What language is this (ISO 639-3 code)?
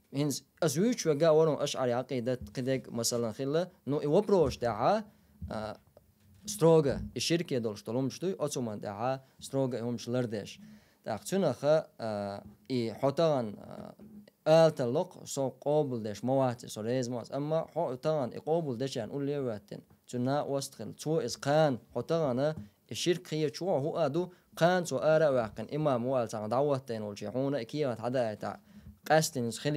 che